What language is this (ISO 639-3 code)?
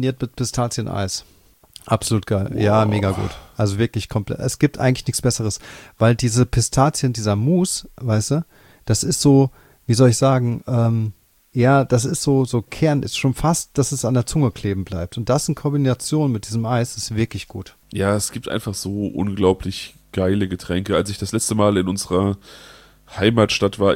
deu